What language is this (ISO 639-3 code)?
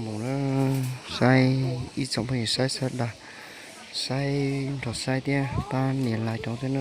hmn